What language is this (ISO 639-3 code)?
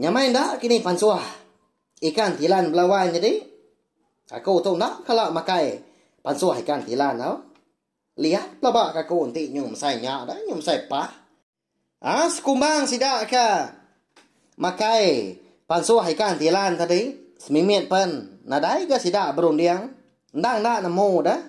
iba